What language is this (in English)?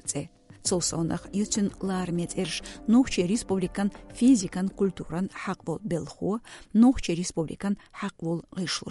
Chechen